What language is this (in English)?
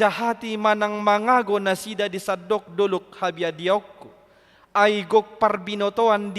Batak Toba